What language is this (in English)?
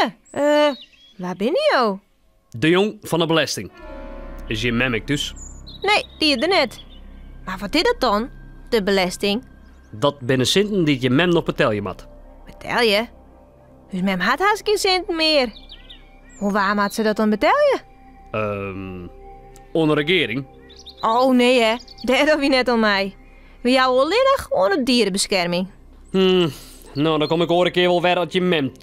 Western Frisian